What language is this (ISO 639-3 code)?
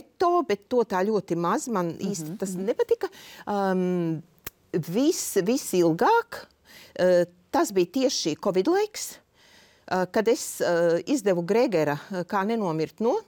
lav